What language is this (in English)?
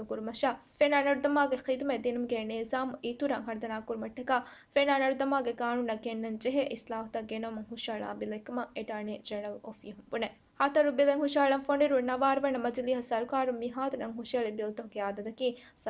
Divehi